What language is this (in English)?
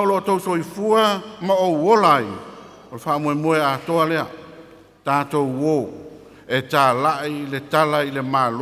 Samoan